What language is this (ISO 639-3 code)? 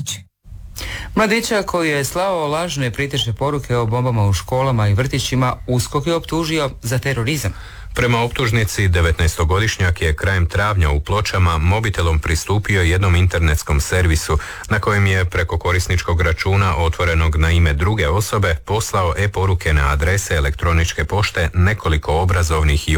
hrv